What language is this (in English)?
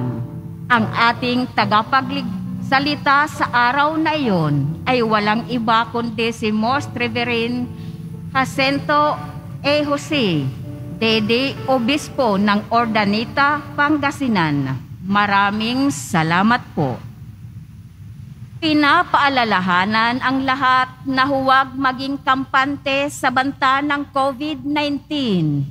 Filipino